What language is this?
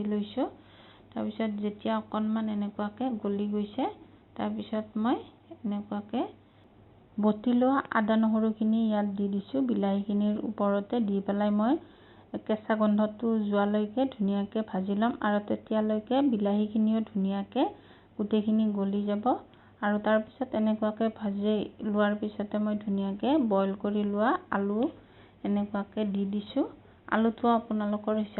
Assamese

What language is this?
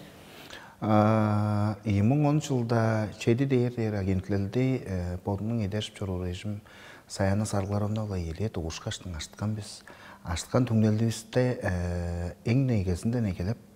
Tuvinian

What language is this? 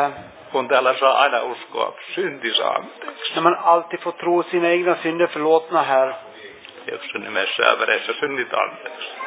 Finnish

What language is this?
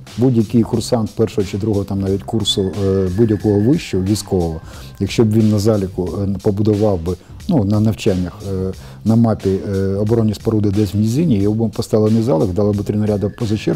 Ukrainian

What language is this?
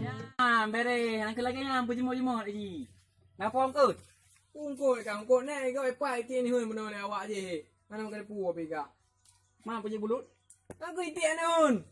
Achinese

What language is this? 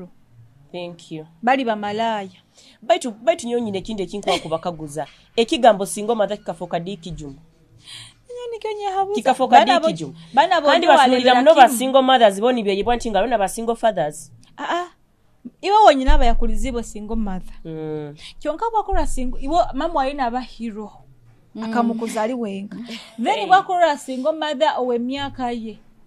Nyoro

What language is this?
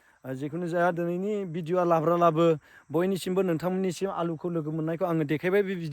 Bodo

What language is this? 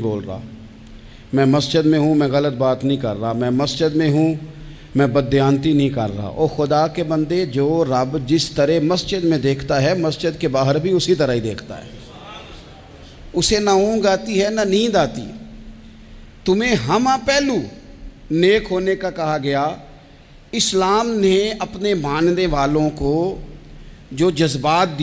Urdu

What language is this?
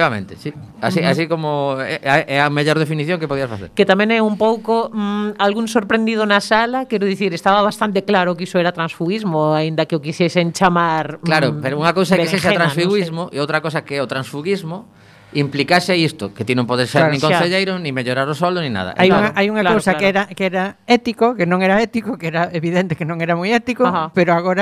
Galician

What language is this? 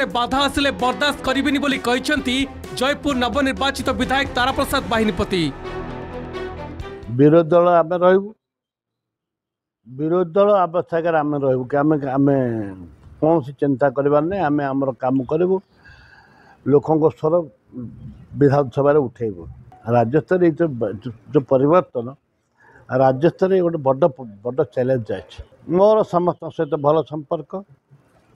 Odia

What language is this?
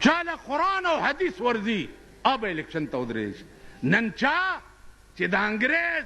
Pashto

